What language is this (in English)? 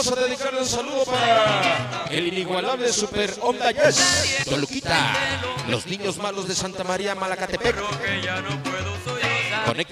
Spanish